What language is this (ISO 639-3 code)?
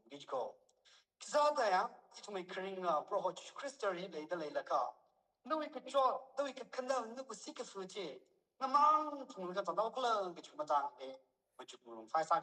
nmf